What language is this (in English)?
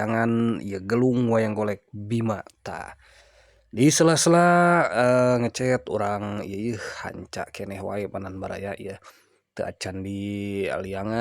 Sundanese